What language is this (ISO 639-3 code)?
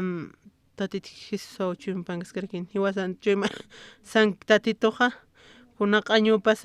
aym